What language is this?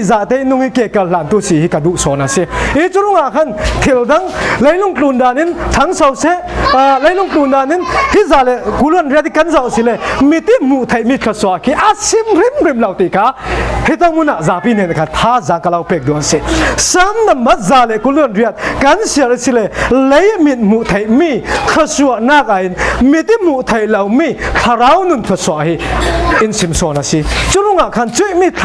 Falam Chin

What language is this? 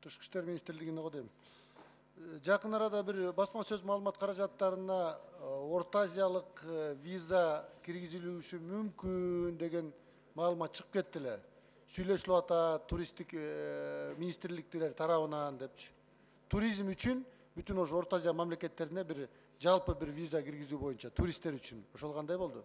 Kyrgyz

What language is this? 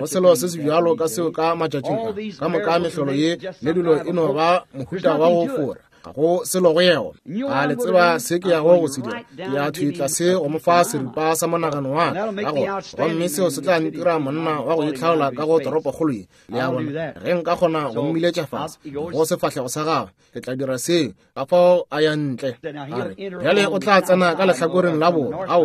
Northern Sotho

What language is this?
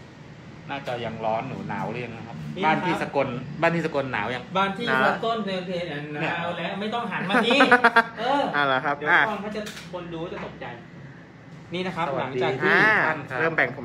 Thai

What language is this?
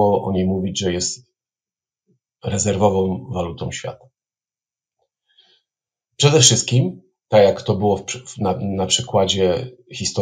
Polish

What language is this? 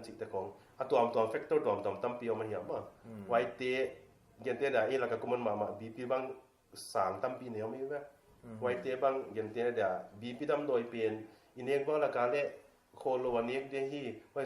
Paite Chin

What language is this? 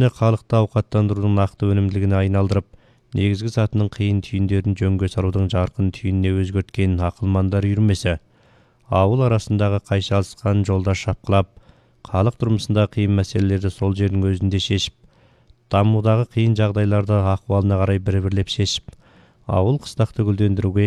Kazakh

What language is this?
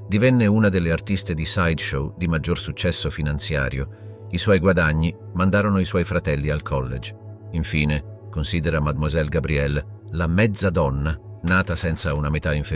Italian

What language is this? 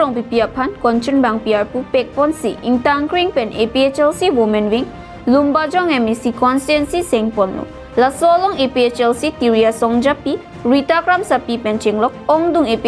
Karbi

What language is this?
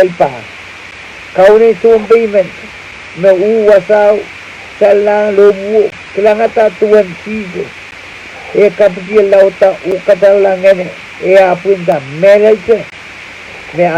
Pohnpeian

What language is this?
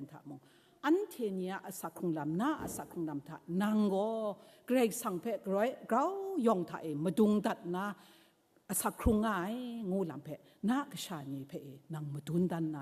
Kachin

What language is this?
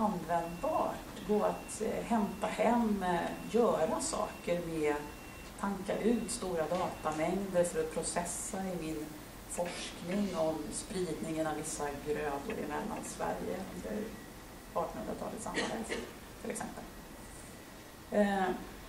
Swedish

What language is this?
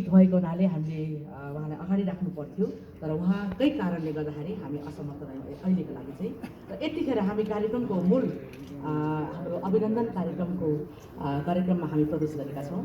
Nepali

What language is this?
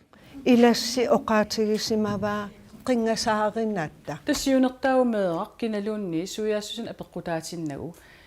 Kalaallisut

